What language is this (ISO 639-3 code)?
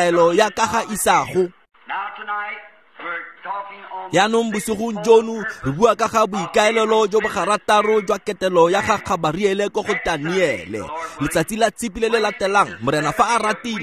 tsn